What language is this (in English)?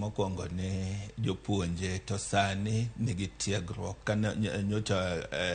Luo (Kenya and Tanzania)